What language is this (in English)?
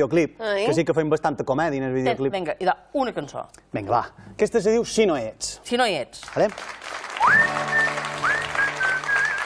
Catalan